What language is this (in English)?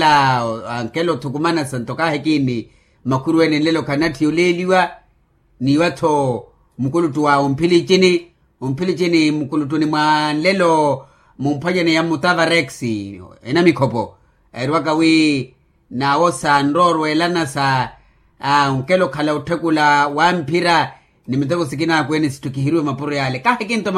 Makhuwa